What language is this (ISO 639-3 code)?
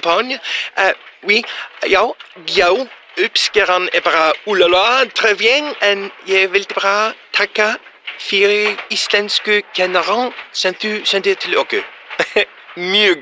isl